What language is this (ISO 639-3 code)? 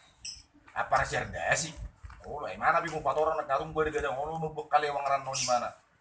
bbc